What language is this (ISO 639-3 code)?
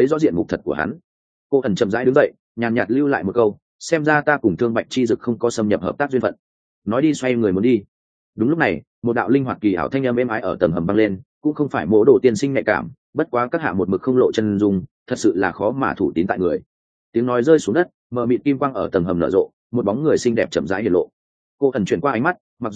vie